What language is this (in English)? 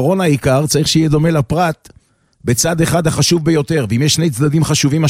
Hebrew